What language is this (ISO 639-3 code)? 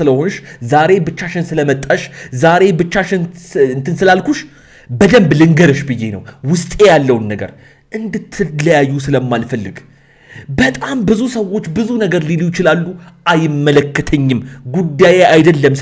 amh